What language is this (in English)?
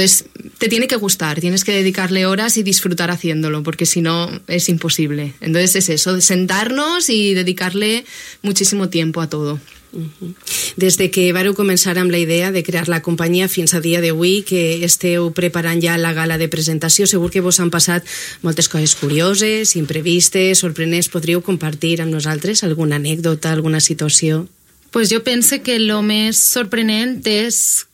Catalan